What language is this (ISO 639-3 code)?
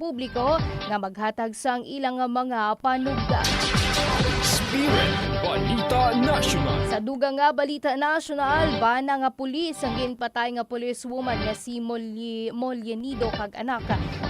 hil